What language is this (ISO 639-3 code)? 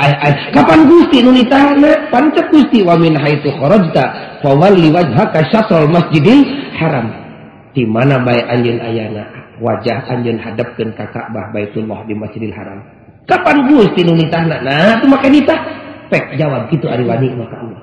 sun